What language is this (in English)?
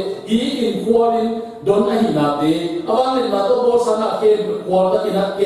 Tedim Chin